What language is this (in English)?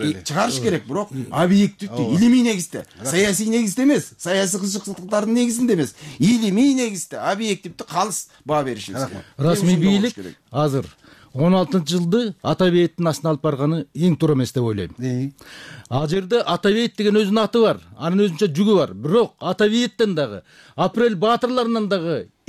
Kyrgyz